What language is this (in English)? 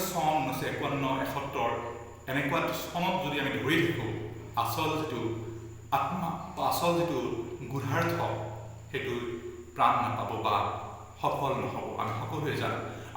Assamese